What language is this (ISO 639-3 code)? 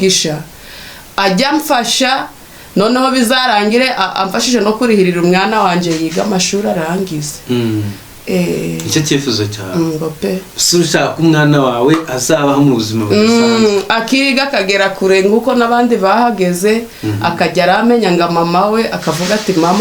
kin